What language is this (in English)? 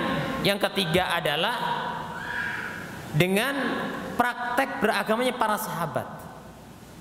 Indonesian